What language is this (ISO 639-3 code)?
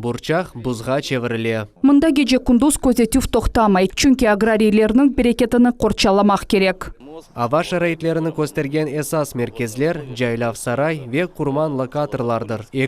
crh